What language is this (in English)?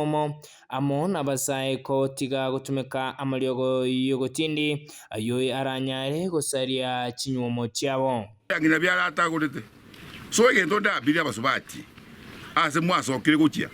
Gusii